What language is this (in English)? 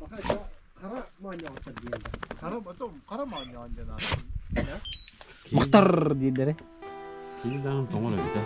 Yakut